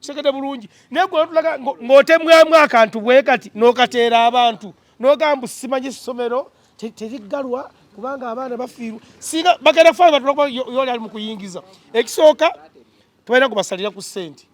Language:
Ganda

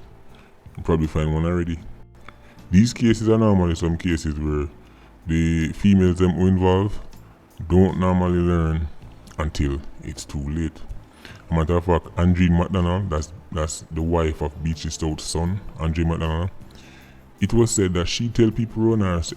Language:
Jamaican Creole English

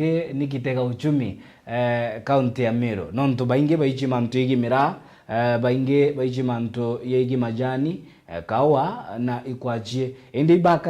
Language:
Meru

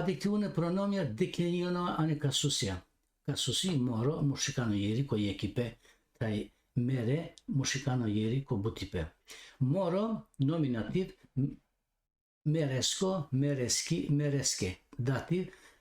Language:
Balkan Romani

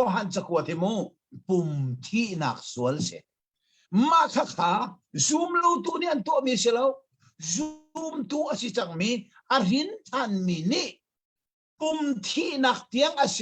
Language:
Hakha Chin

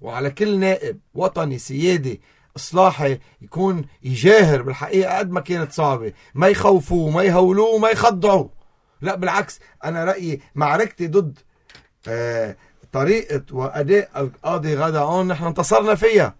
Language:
North Levantine Arabic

